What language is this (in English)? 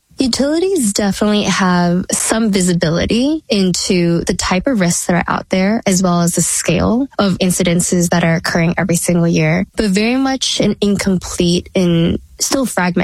English